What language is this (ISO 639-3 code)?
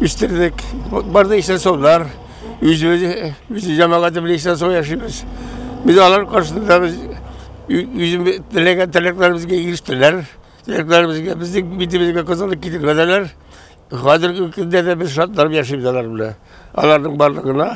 tat